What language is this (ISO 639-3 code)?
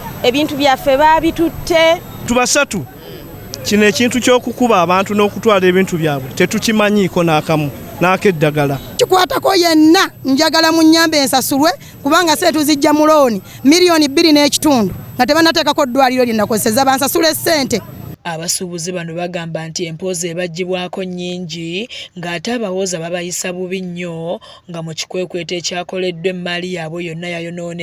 lug